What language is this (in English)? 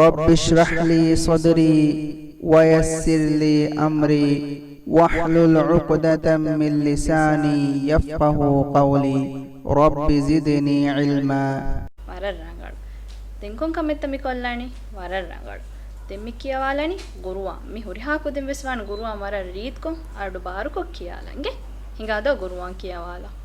Divehi